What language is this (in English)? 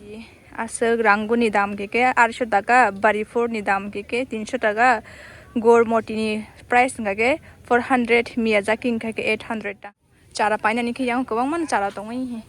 Kok Borok